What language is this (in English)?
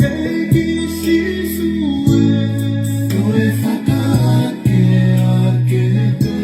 Tongan